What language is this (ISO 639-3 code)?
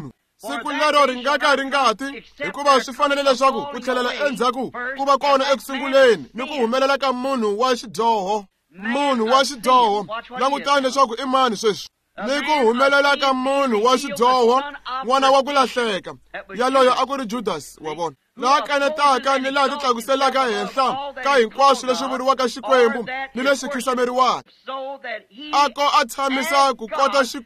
tso